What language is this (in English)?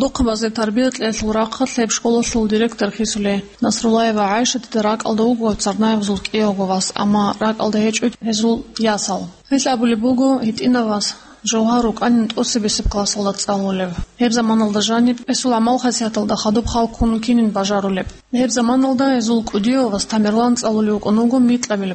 Avaric